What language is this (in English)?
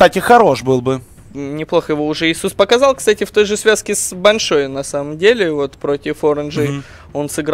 Russian